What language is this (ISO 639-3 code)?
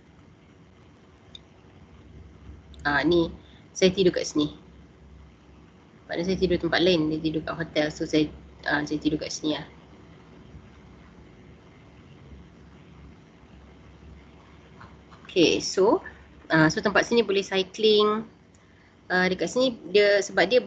msa